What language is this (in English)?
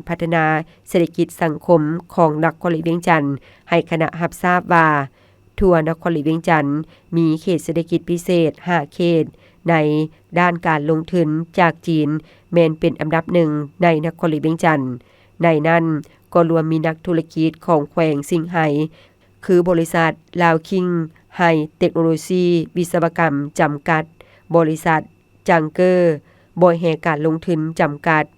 Lao